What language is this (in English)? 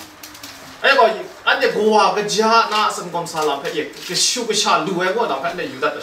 Kachin